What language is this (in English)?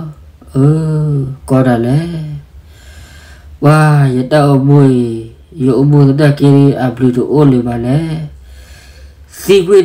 S'gaw Karen